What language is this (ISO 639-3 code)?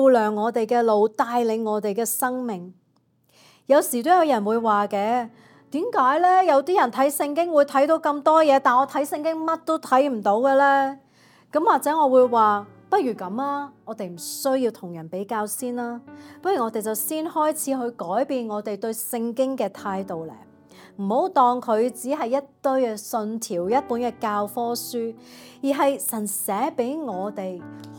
yue